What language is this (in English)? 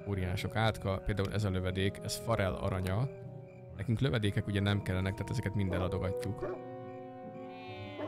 Hungarian